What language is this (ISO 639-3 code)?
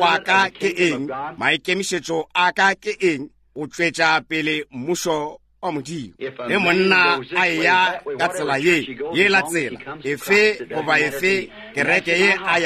nso